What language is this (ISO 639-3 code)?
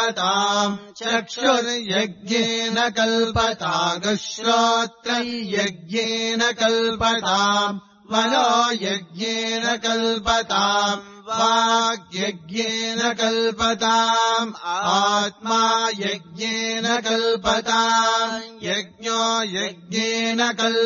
san